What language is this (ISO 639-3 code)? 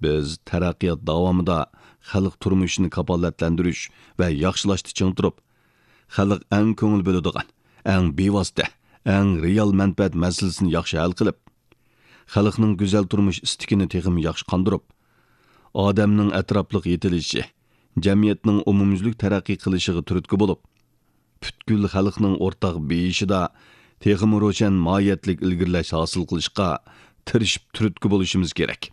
uig